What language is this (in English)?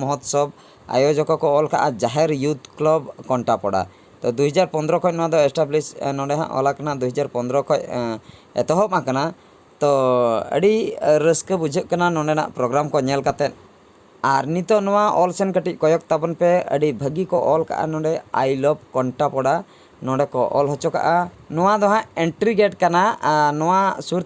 Santali